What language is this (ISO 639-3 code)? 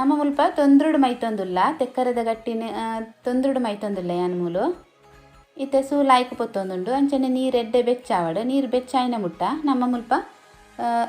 tcy